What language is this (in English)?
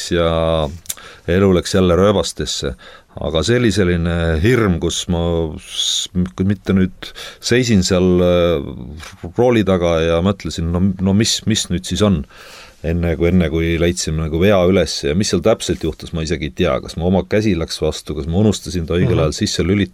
Estonian